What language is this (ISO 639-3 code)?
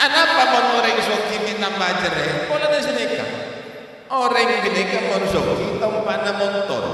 mad